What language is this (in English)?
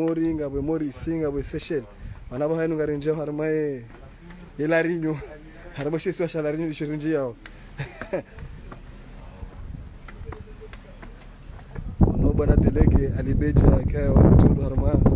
Swahili